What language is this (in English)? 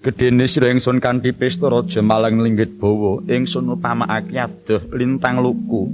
Javanese